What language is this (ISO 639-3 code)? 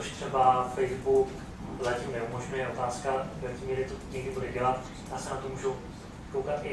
ces